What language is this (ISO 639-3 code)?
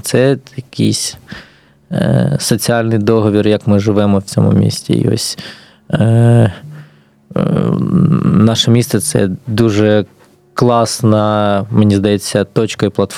ukr